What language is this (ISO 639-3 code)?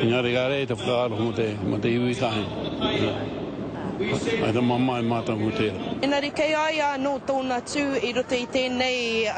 mri